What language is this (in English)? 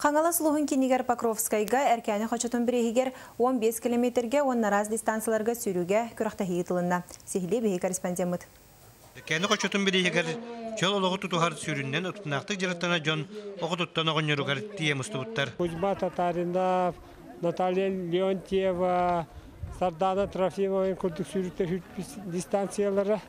Yakut